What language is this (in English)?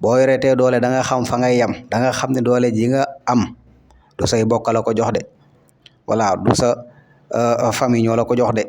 Wolof